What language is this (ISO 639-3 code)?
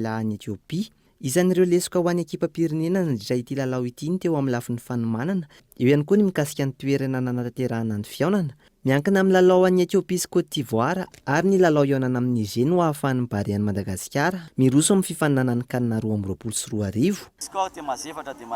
mlg